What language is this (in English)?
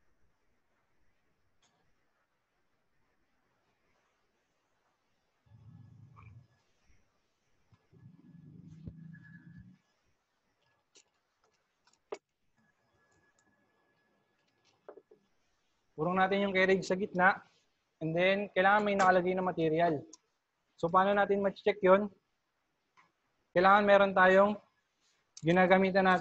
Filipino